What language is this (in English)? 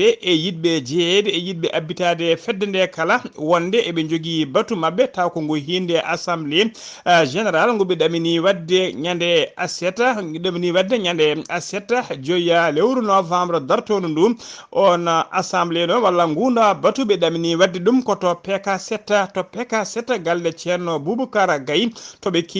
Fula